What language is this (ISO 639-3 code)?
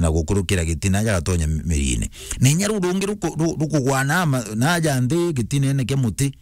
mer